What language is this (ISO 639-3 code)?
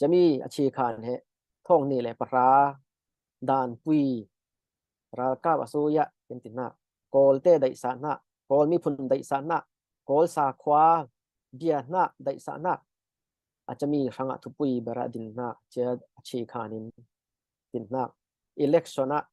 cfm